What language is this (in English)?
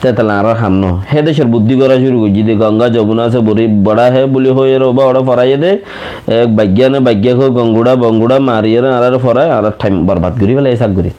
Rohingya